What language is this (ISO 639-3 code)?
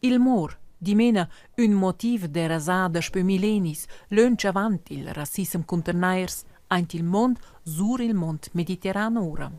roh